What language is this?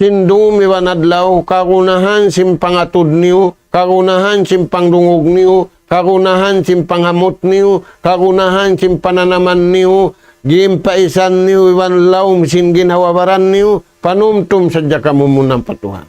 Tausug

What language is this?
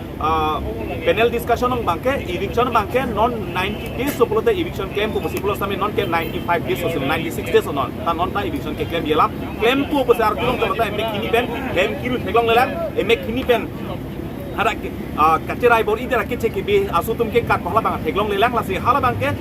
Karbi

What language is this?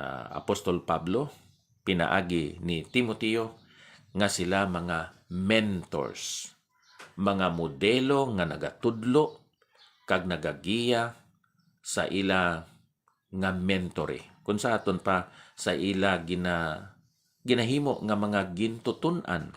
Hiligaynon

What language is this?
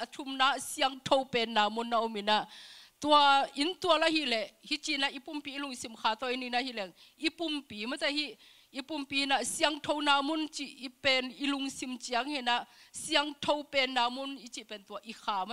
Tedim Chin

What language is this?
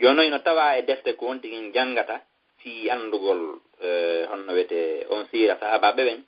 Fula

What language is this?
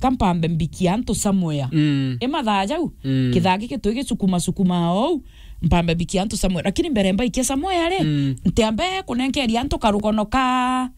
Meru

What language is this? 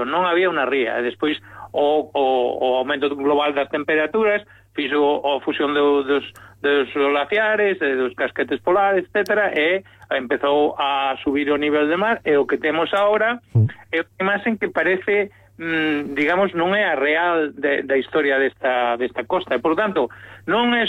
Galician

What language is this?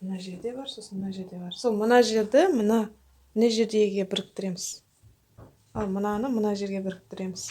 Kazakh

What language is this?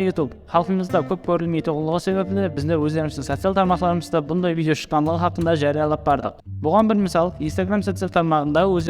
Kara-Kalpak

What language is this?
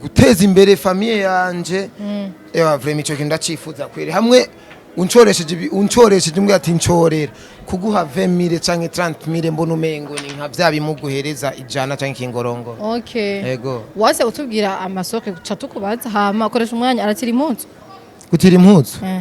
Rundi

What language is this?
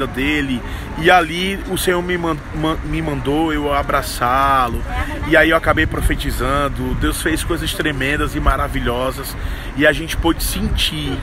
Portuguese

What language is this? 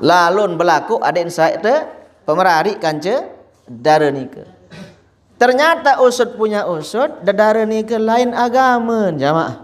Sasak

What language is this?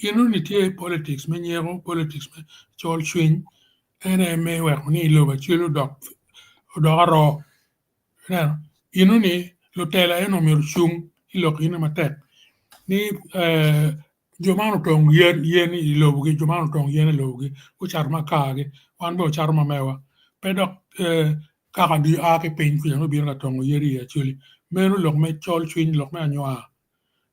Acoli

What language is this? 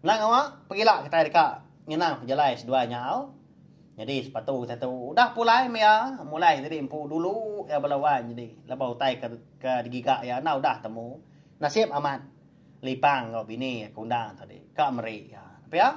Iban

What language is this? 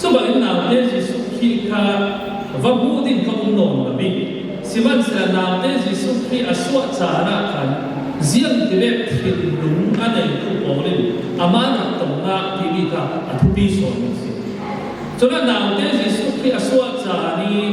Falam Chin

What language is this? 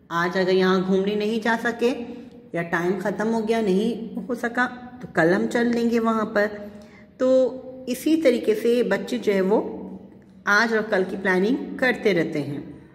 Hindi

